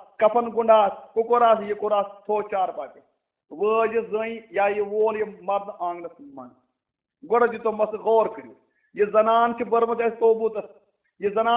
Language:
Kashmiri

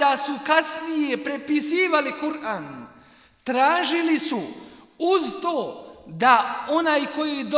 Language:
Bosnian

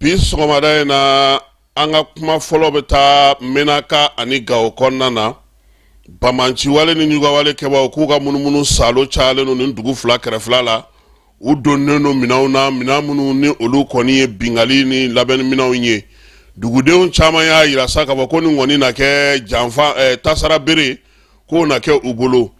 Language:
Bambara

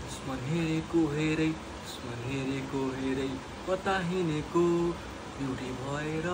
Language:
Nepali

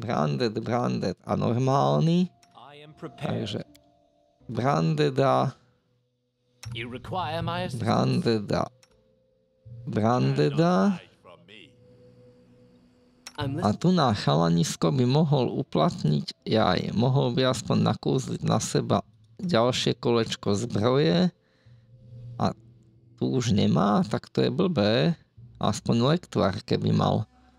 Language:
Slovak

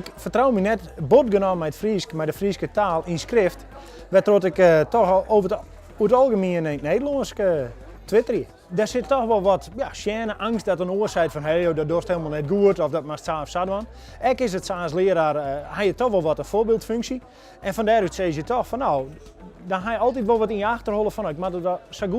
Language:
Western Frisian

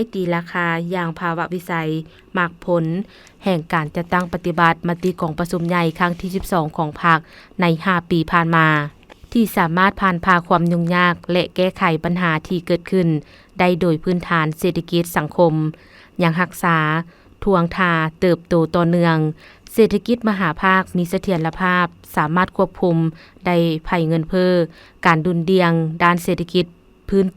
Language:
Lao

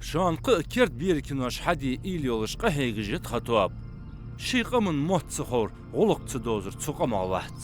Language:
Ingush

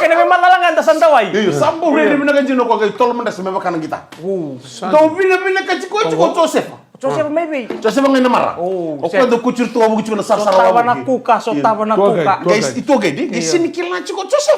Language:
Fijian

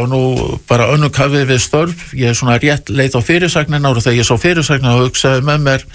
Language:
Icelandic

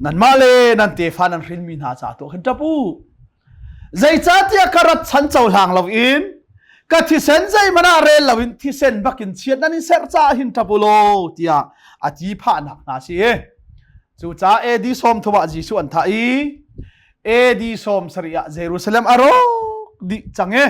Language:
Hakha Chin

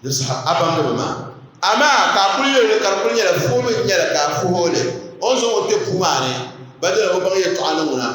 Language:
Dagbani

